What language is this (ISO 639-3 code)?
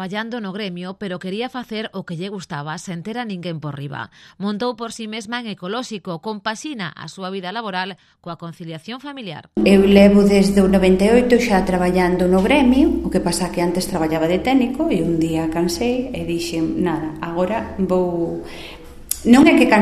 glg